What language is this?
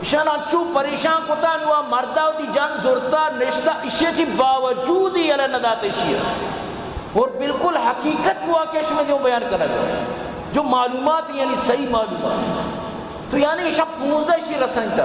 Baluchi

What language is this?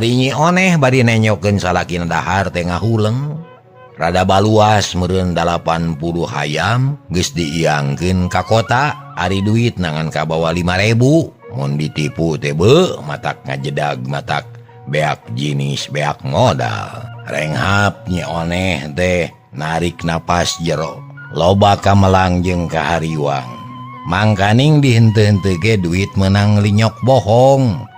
Sundanese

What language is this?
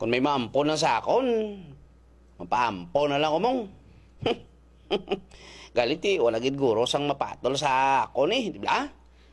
Hiligaynon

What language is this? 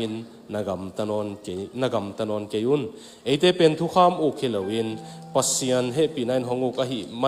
Tedim Chin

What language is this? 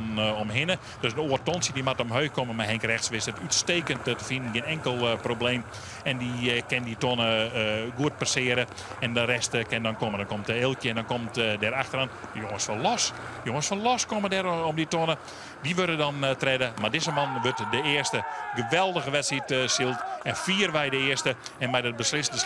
Western Frisian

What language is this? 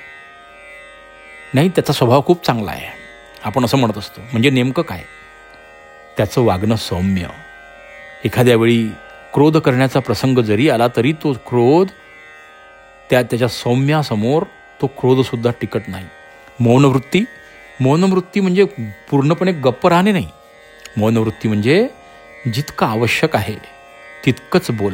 Marathi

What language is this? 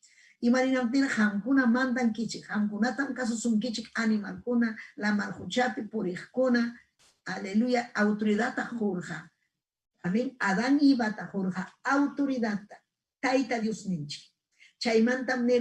Ayacucho Quechua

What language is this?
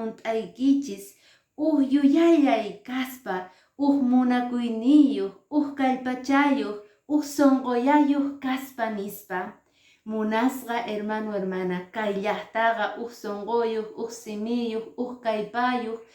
Quechua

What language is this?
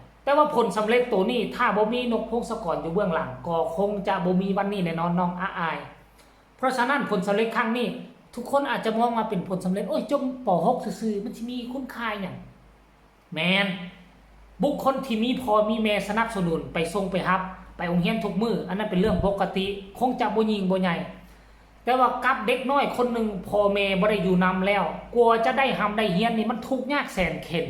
Northeastern Thai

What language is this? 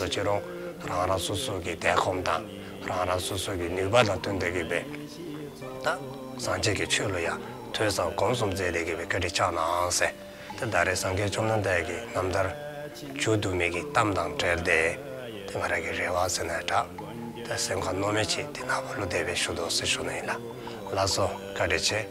Dzongkha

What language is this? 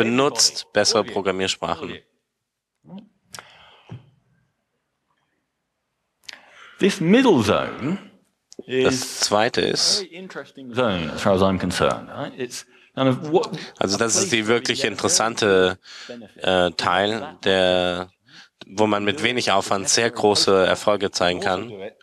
German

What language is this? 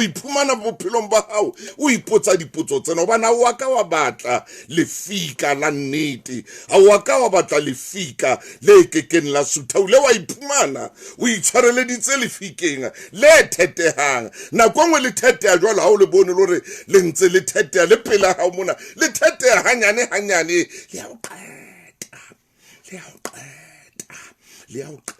Southern Sotho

